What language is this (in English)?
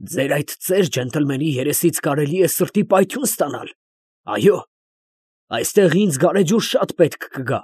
Armenian